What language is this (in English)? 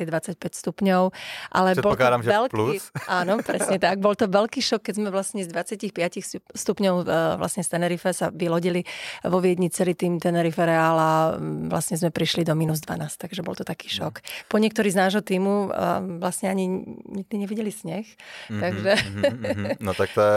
Slovak